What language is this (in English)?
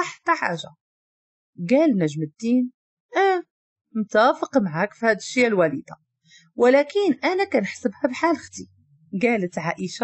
Moroccan Arabic